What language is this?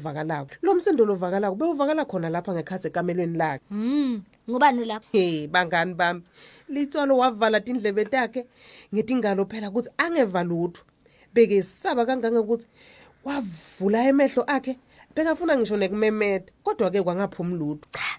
Swati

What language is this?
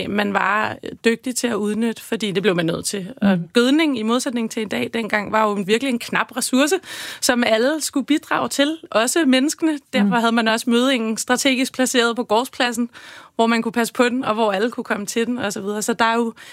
Danish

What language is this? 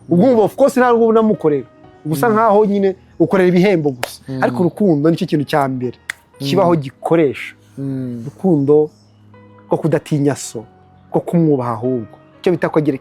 Kinyarwanda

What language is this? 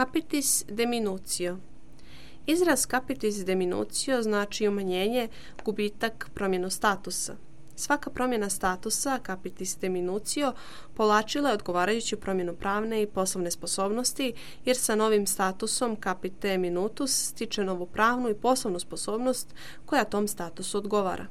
Serbian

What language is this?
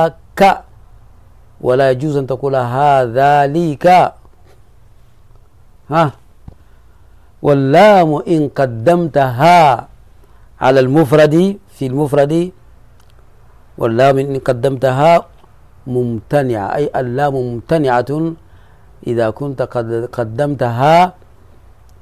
Arabic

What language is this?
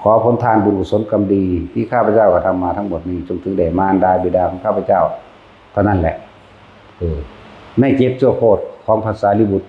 Lao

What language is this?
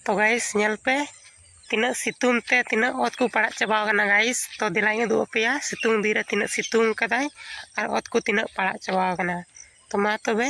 Santali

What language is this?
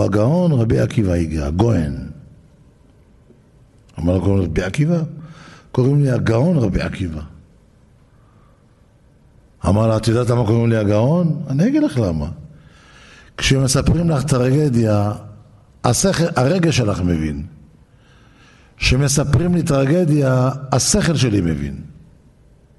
Hebrew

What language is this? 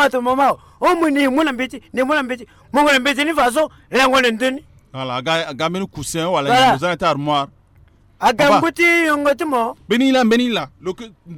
Sango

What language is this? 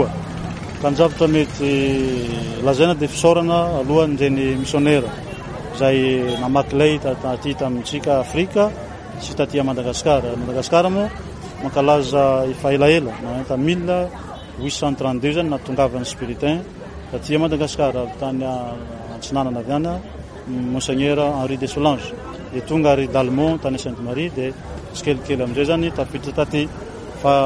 Malagasy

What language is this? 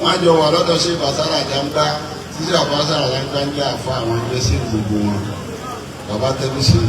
Yoruba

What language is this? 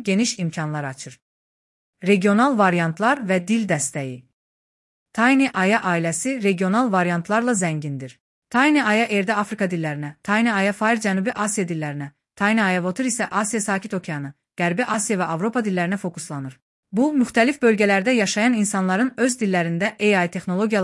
Azerbaijani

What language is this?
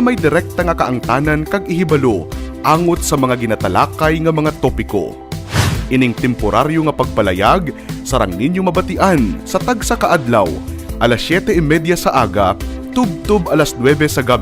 Hiligaynon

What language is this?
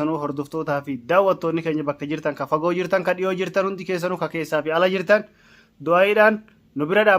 Oromo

